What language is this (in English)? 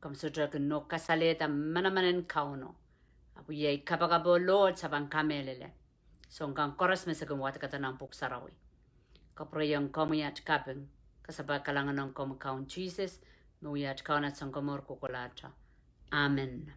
Pohnpeian